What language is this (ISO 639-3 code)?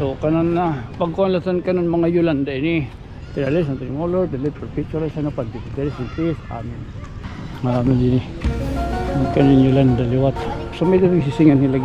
war